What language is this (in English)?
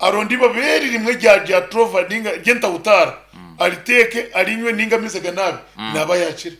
Nyankole